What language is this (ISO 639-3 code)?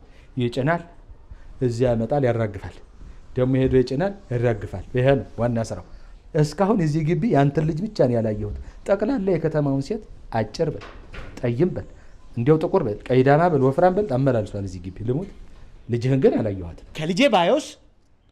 amh